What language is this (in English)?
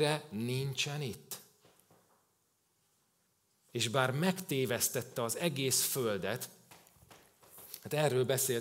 Hungarian